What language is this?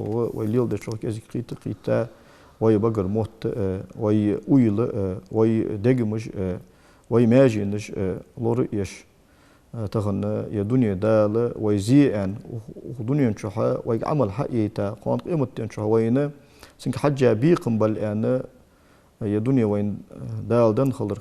Ingush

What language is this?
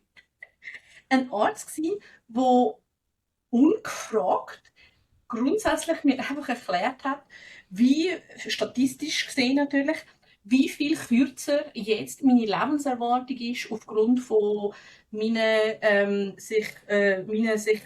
Swiss German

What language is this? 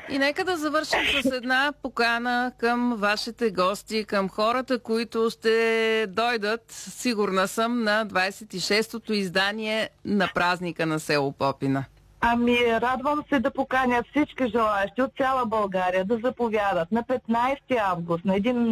Bulgarian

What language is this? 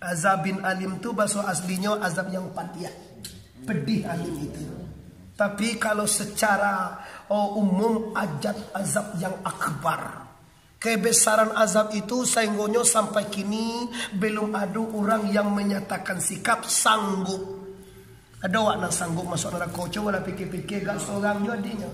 Minangkabau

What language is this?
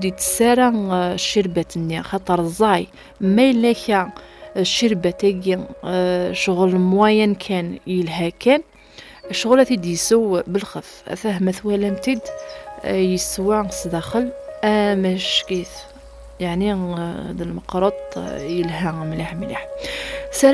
Kabyle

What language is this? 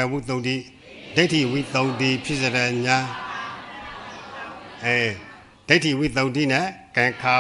Burmese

